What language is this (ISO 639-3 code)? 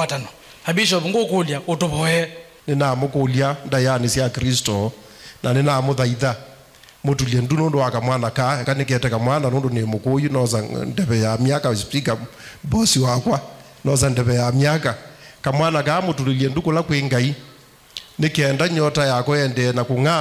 kam